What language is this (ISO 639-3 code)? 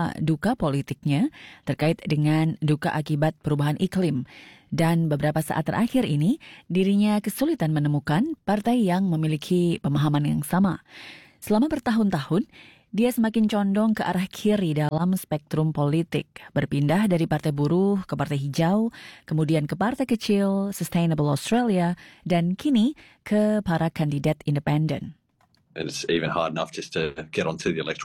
ind